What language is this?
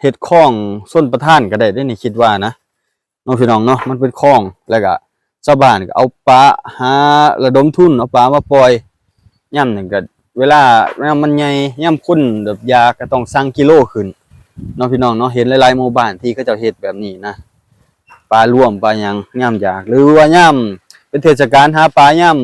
Lao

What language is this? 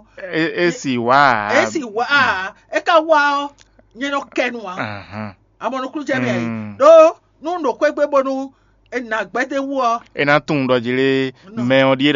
Fon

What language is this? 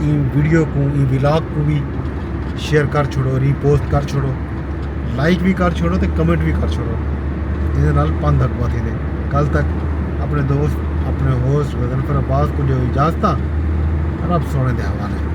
Saraiki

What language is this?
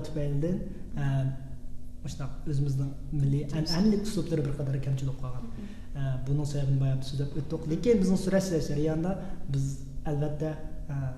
Uyghur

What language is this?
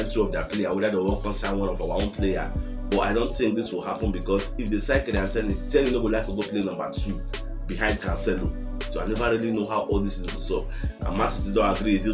Nigerian Pidgin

